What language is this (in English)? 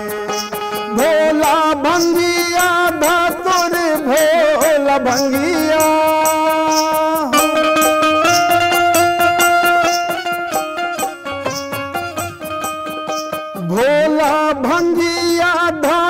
Bhojpuri